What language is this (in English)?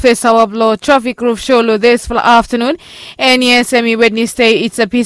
Bislama